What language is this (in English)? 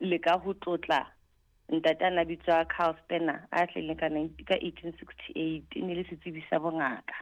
Southern Sotho